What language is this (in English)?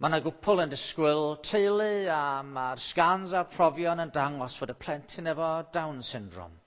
Welsh